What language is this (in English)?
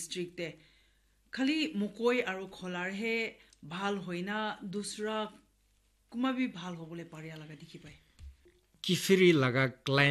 Naga Pidgin